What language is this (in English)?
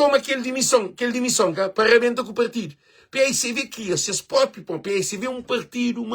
Kabuverdianu